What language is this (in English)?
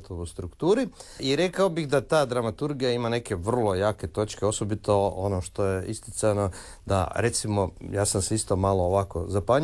Croatian